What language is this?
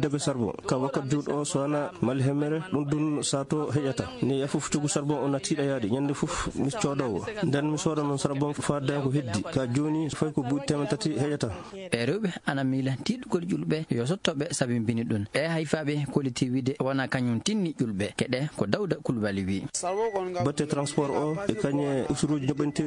Fula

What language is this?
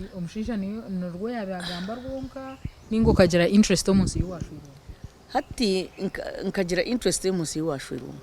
Nyankole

